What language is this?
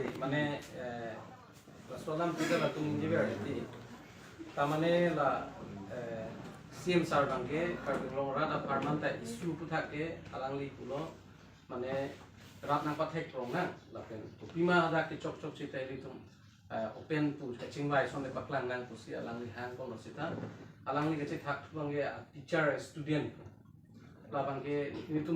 Karbi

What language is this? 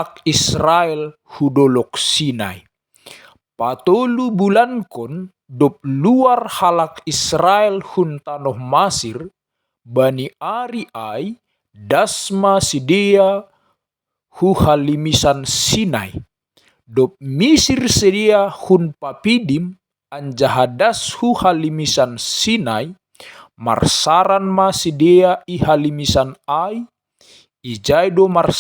Batak Simalungun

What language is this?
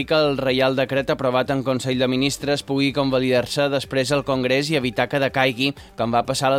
Catalan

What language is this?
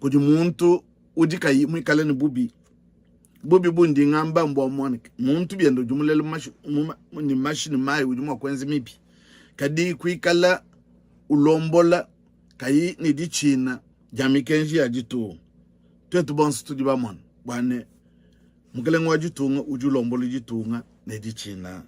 Luba-Lulua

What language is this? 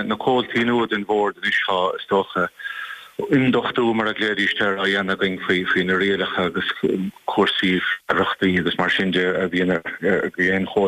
Irish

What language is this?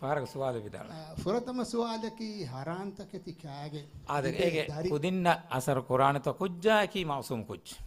Divehi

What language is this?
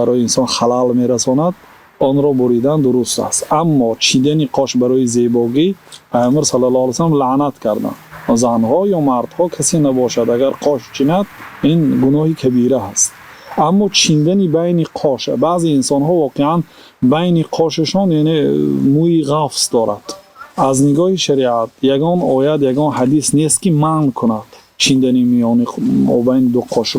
Tajik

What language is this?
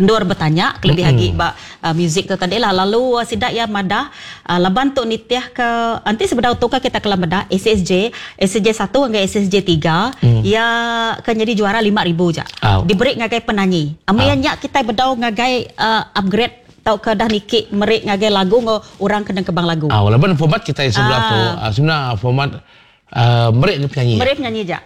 Iban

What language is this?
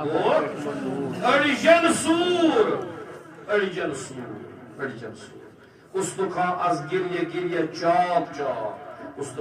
Kashmiri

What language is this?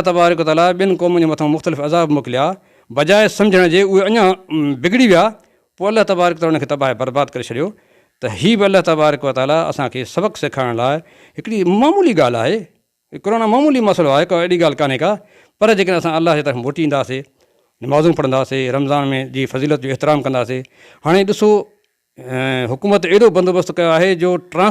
Sindhi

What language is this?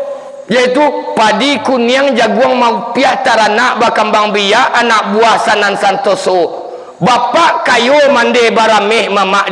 Minangkabau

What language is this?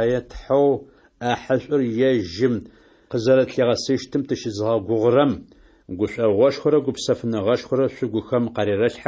Adyghe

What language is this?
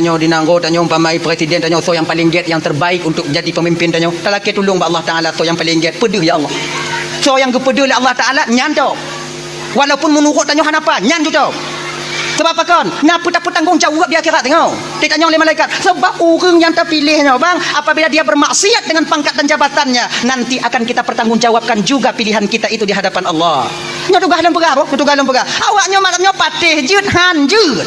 Achinese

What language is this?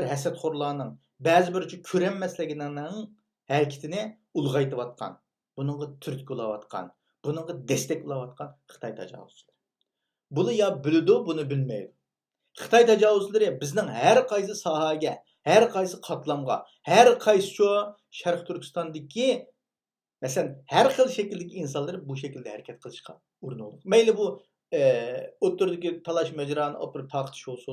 Uyghur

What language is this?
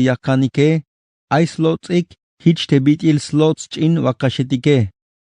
Tzeltal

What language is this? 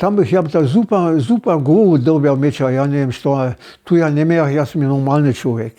Upper Sorbian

